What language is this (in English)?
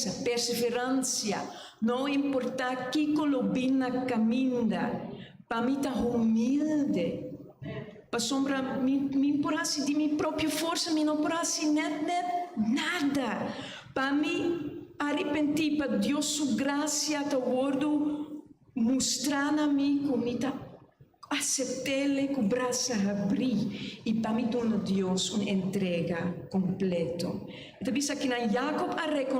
Papiamento